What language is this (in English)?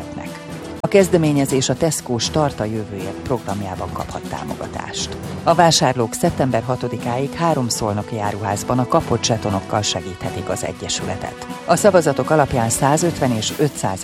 Hungarian